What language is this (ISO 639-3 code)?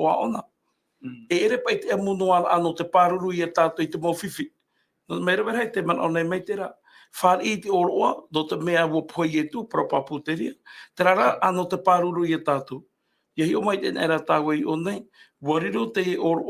tah